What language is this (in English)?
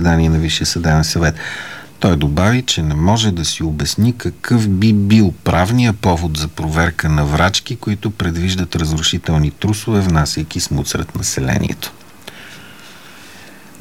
Bulgarian